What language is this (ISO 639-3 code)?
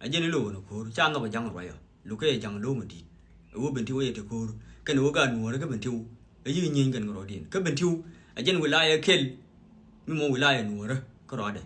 nus